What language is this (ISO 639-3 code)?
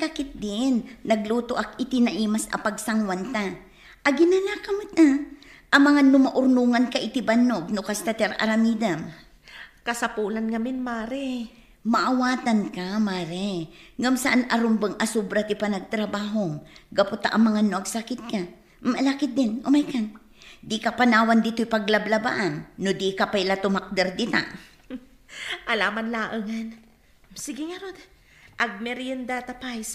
ilo